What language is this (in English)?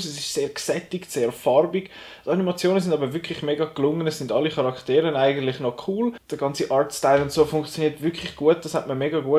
Swiss German